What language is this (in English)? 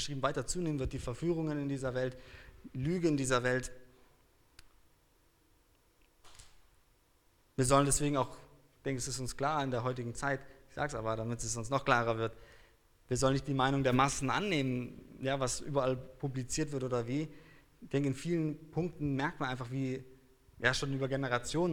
German